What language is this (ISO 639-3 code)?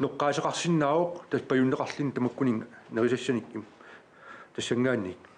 kal